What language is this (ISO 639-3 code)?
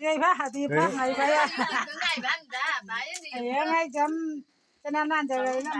nag